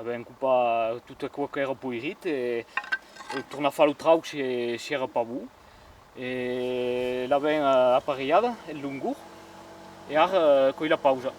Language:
Occitan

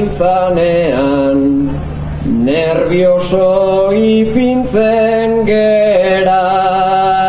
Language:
Basque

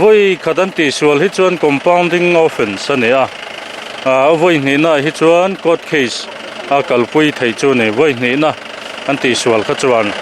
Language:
Mizo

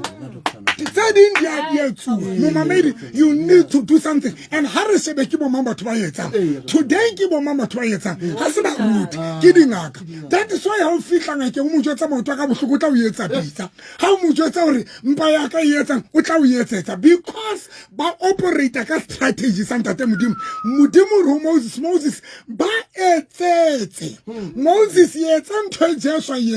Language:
Southern Sotho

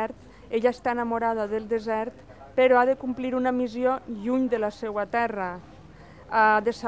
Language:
Catalan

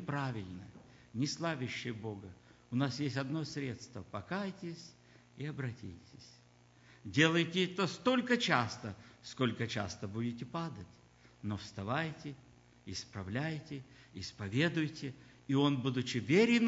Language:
Russian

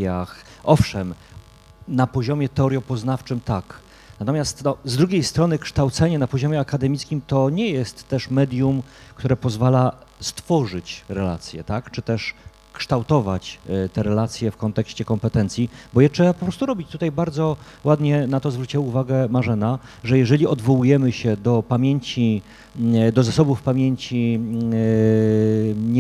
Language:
Polish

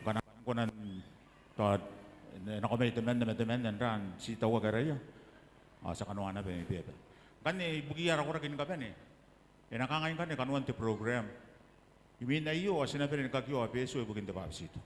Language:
Gilbertese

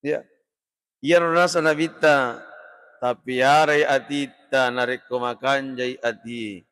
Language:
Buginese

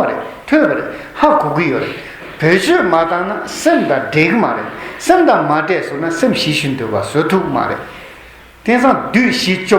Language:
Tibetan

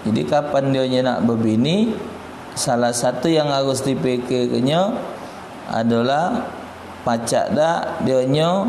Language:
Musi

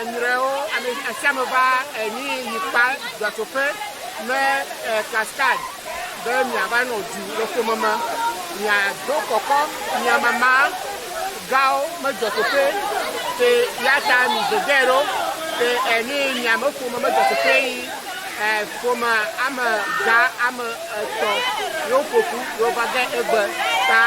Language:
Ewe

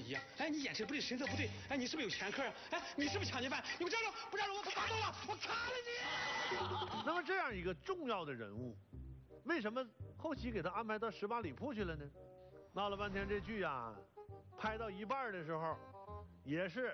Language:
Chinese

